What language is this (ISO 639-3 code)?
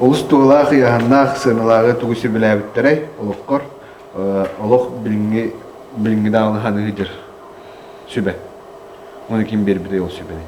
sah